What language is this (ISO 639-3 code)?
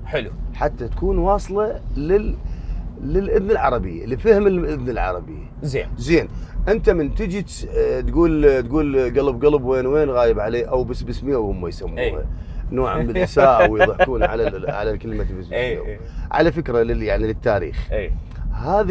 acm